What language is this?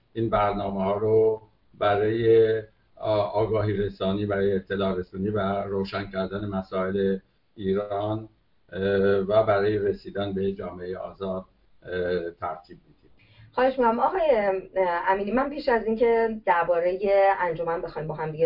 Persian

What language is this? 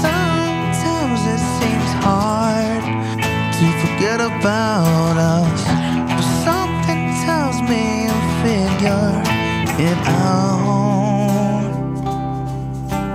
English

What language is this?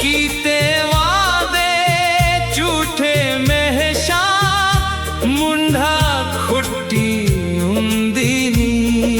Dogri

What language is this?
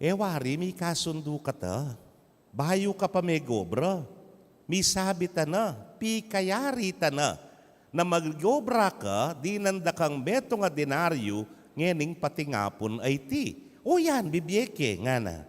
Pampanga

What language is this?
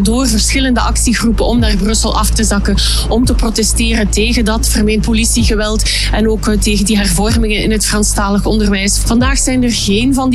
Dutch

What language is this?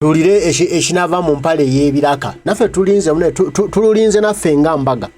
Ganda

